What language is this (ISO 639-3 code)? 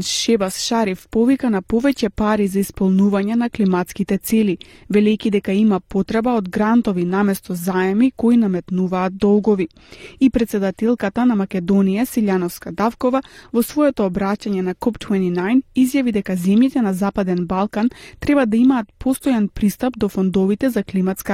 mkd